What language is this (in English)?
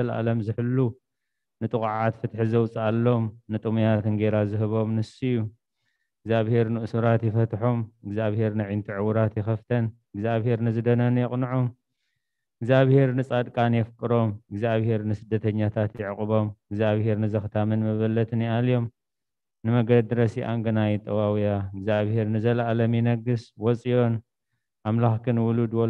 Tigrinya